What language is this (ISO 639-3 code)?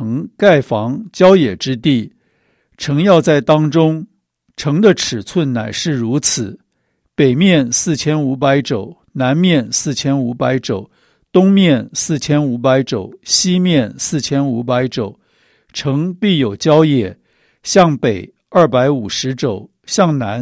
zho